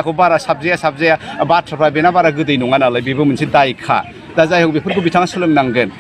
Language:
Bodo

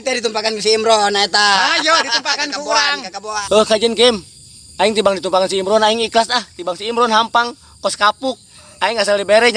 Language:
Sundanese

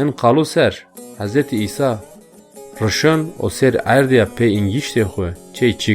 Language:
Zaza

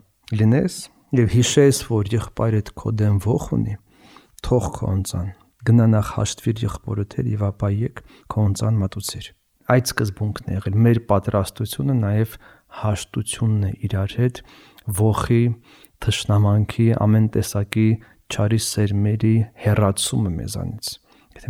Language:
Armenian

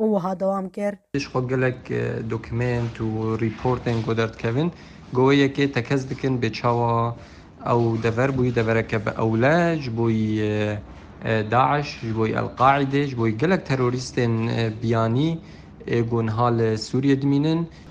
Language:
Kurdish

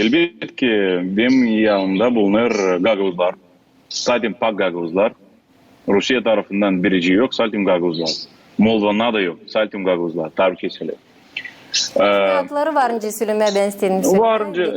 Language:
Gagauz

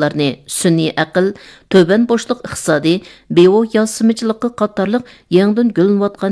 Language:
Uyghur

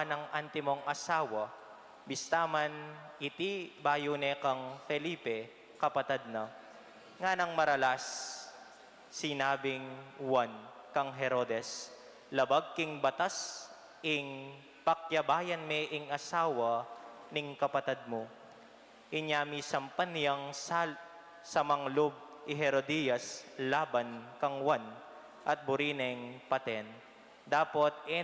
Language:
Pampanga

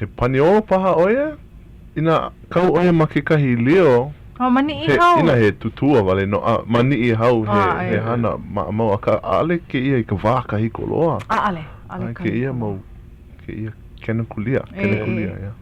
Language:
Hawaiian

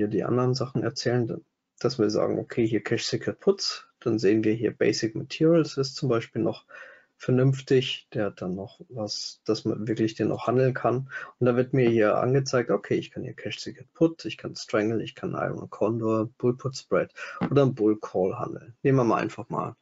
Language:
German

